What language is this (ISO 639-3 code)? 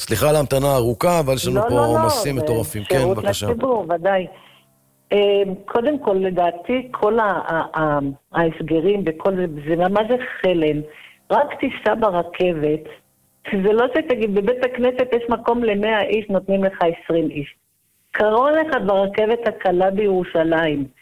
heb